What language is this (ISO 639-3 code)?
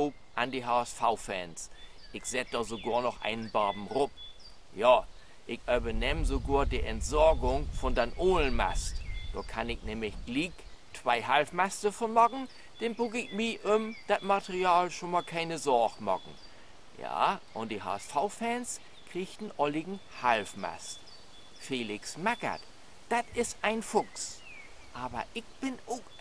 nds